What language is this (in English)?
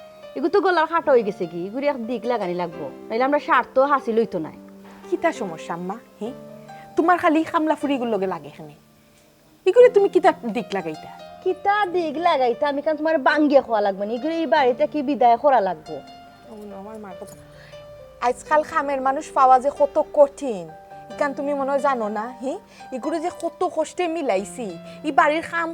Sylheti